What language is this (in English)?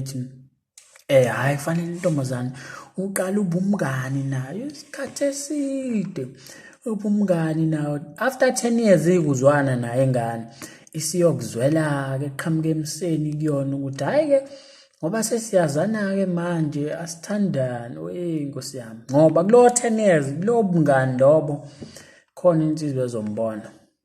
Zulu